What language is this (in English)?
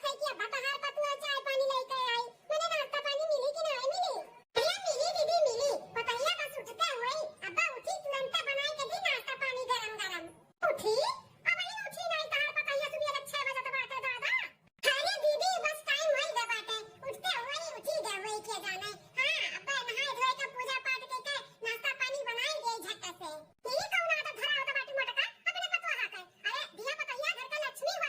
Awadhi